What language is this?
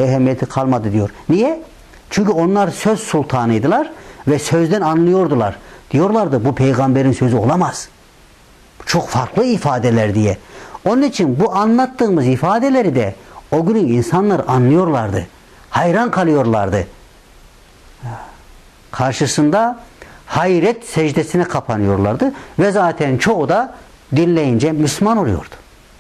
Turkish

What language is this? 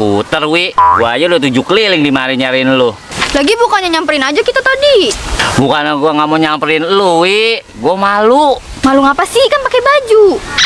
Betawi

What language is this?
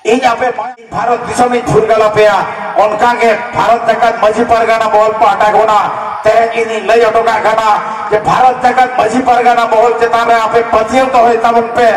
Santali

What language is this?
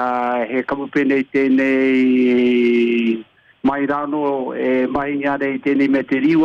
Māori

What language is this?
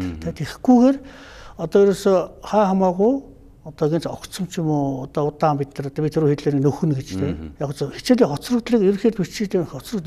Mongolian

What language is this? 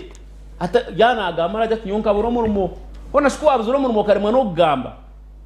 Nyankole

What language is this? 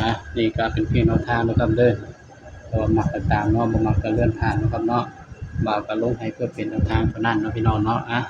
Northeastern Thai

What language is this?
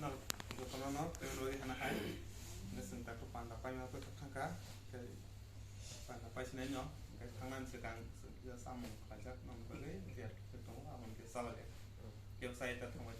Kok Borok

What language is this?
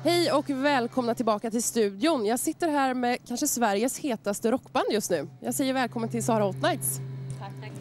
Swedish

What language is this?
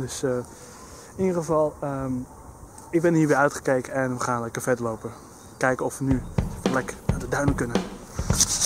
Dutch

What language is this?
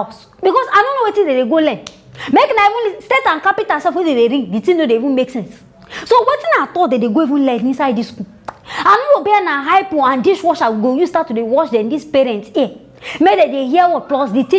Nigerian Pidgin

